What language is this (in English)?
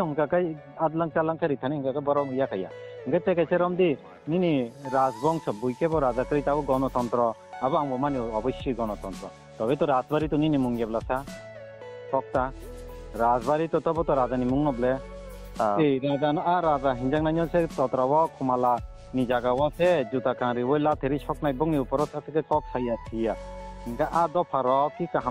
Kok Borok